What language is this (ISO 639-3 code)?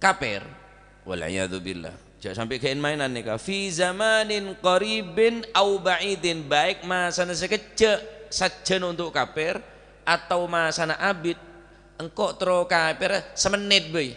mad